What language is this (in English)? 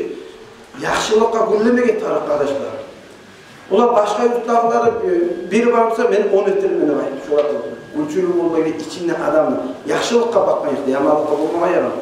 Kumyk